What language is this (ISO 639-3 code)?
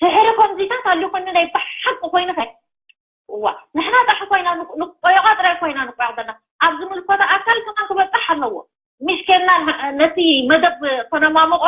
tir